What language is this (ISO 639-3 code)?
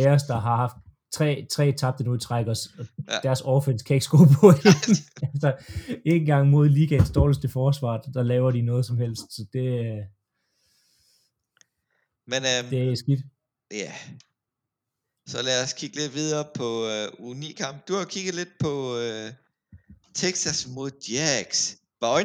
dan